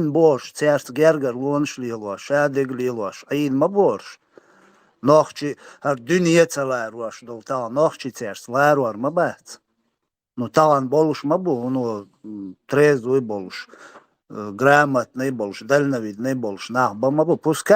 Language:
Chechen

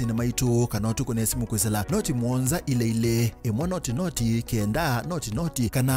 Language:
Kamba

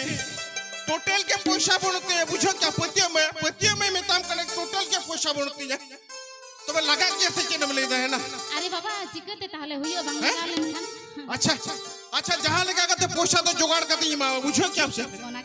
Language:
Santali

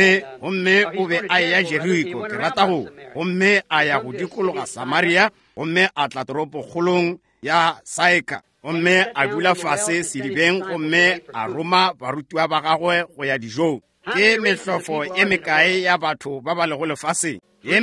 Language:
Northern Sotho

